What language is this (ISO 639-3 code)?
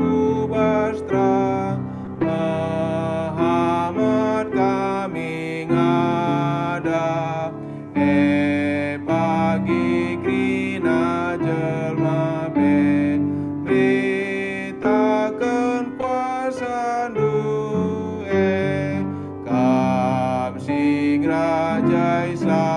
btx